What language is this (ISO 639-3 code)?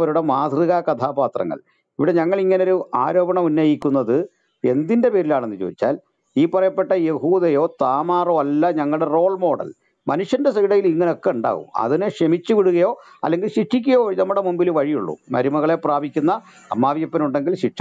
mal